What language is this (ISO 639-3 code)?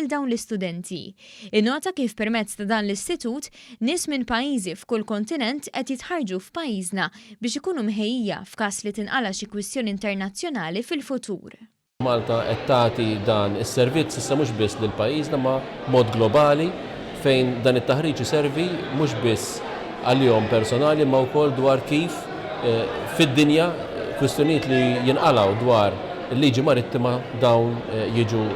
mlt